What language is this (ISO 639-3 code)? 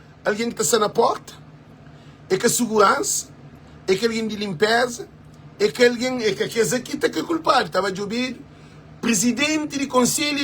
kea